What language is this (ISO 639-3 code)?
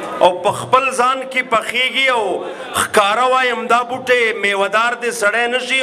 pus